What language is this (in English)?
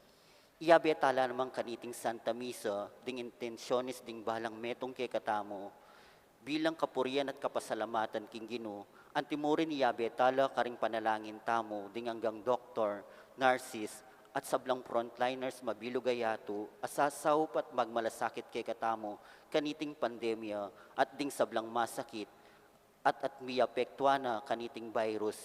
Pampanga